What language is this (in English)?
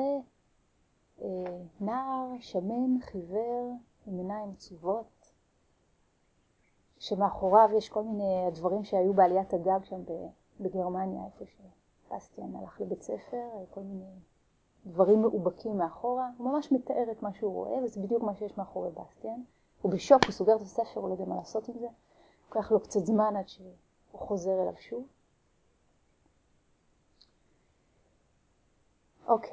Hebrew